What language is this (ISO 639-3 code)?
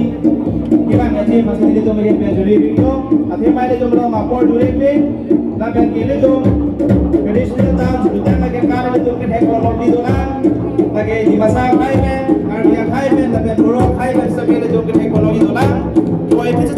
mjw